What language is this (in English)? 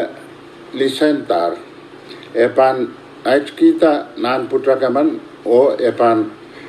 Pohnpeian